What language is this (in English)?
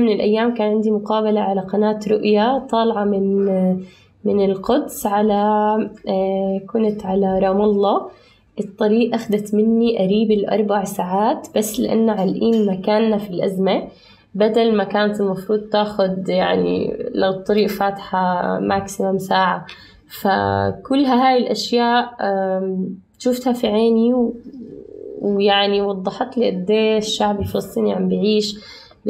North Levantine Arabic